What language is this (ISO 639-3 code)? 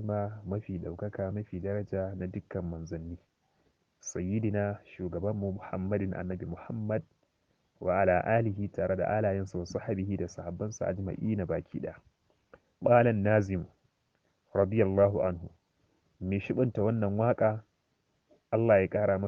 hau